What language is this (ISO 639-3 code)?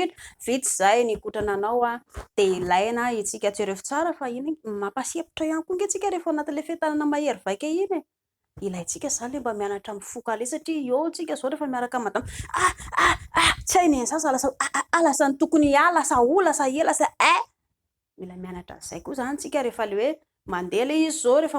mlg